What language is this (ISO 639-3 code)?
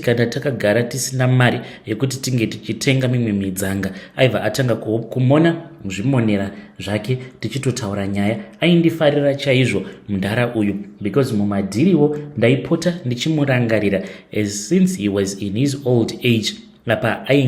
sna